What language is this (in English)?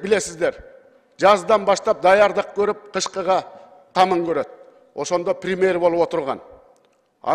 Kyrgyz